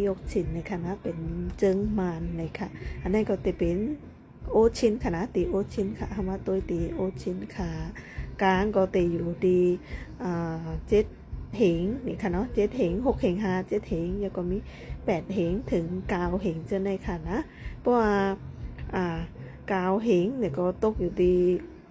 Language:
Shan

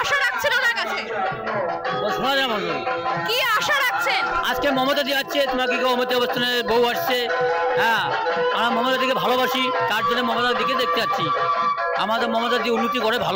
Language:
Bangla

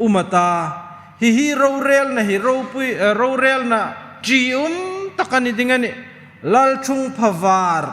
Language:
Hmar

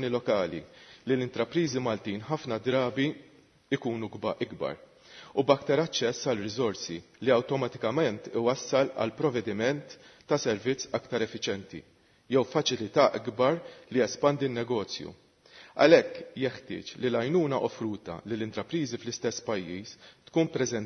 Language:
Maltese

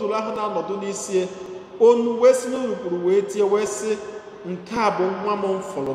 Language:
Igbo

